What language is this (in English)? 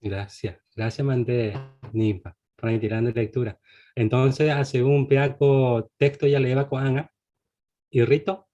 Guarani